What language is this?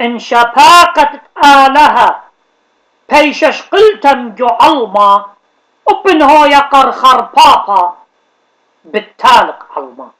Assyrian Neo-Aramaic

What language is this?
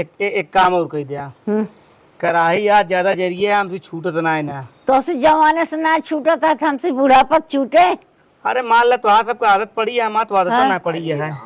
Awadhi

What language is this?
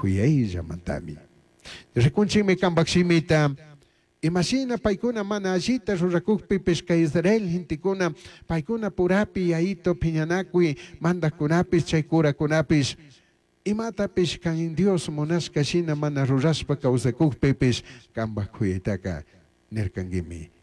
Chimborazo Highland Quichua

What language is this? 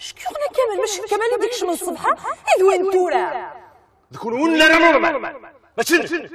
Kabyle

